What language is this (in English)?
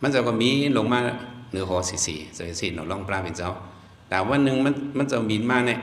Shan